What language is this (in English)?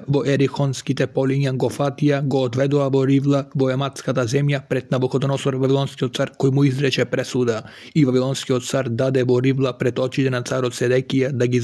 Macedonian